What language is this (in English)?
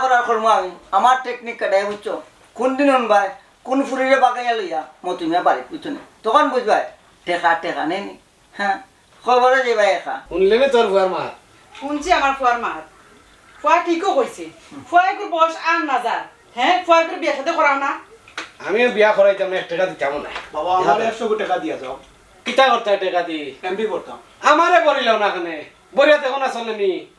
Sylheti